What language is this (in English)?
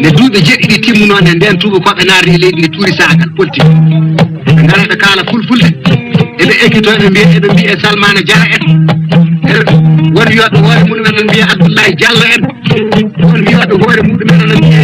Fula